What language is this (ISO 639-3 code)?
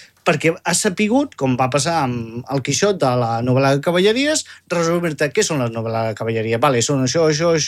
cat